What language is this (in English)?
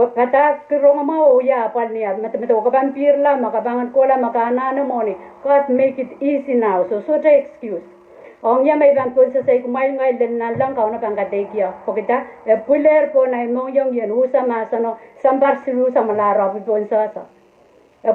Pohnpeian